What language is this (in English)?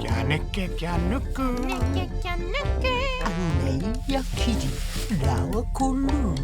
Māori